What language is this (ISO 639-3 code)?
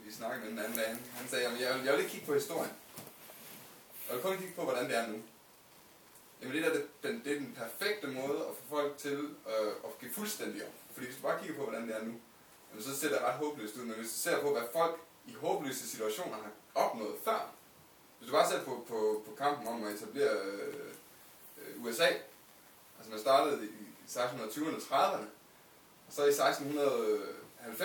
dan